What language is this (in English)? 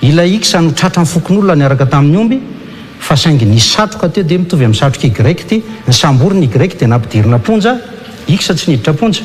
Malagasy